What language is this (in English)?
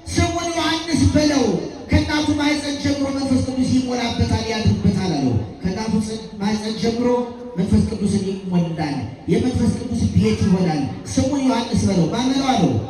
Amharic